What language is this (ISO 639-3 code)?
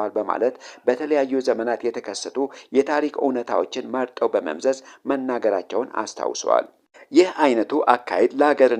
amh